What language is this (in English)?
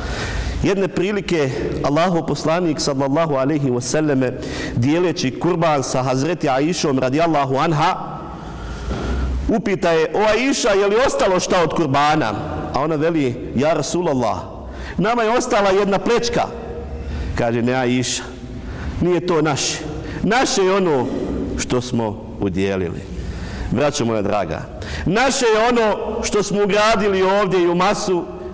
Bosnian